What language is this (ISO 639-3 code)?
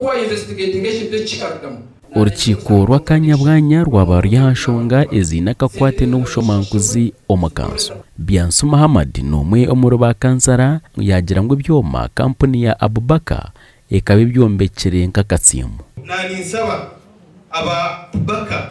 nyn